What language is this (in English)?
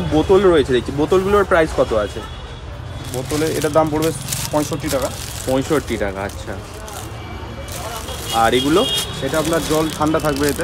Bangla